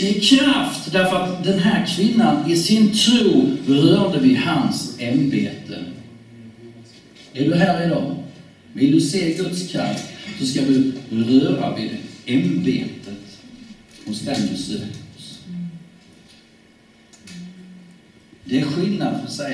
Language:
Swedish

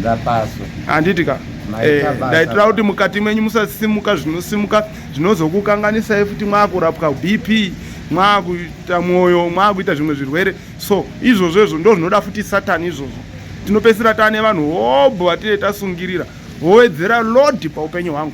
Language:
Shona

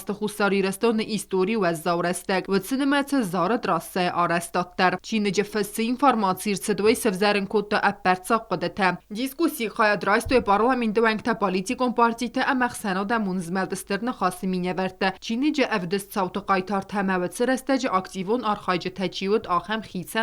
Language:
Ossetic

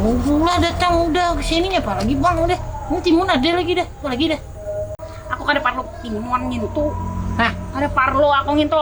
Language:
Banjar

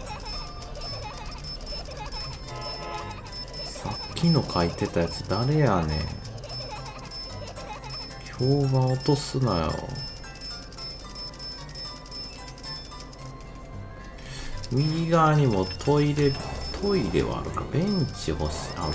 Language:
Japanese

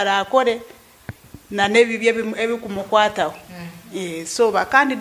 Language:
Nyankole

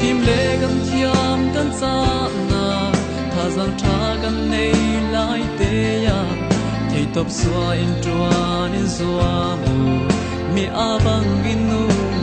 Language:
Falam Chin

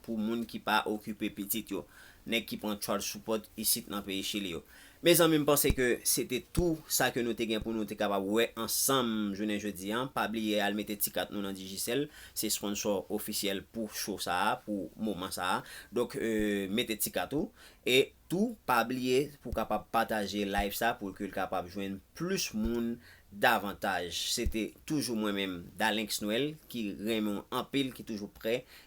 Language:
Haitian Creole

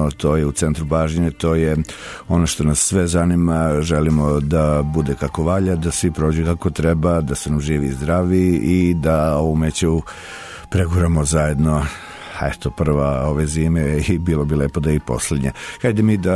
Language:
Serbian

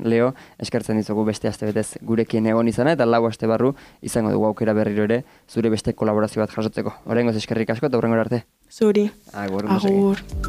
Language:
Basque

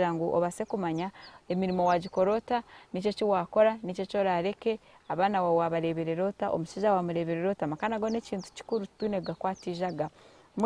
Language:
Nyankole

